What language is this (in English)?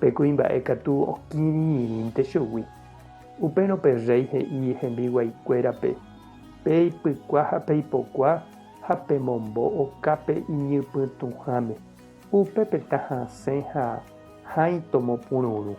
Guarani